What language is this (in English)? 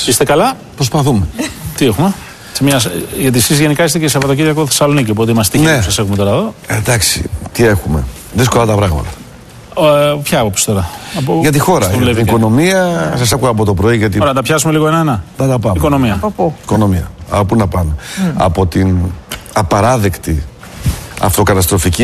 Greek